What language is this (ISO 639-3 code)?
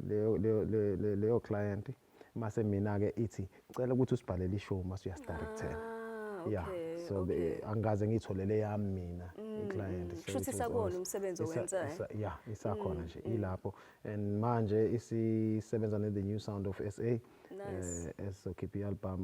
zul